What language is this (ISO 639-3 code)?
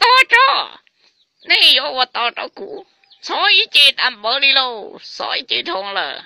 hmn